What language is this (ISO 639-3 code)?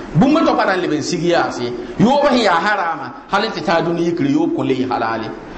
mos